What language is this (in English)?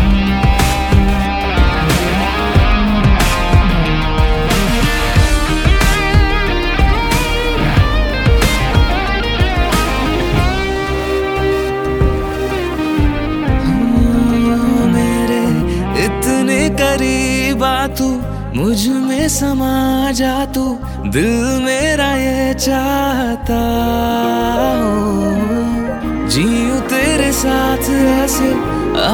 Hindi